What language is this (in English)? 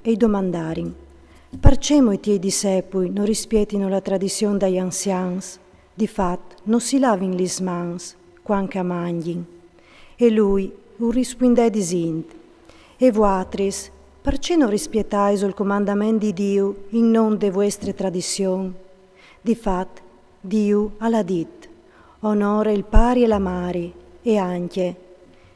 Friulian